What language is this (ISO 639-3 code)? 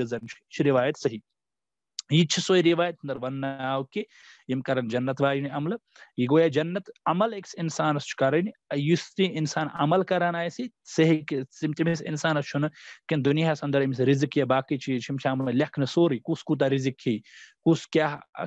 kas